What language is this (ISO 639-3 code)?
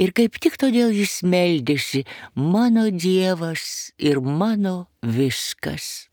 lit